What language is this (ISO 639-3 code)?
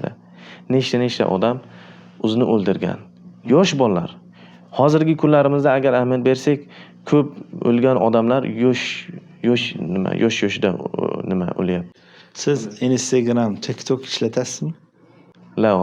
uzb